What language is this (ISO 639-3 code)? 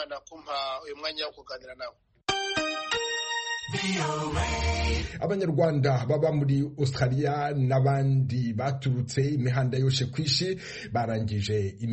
kin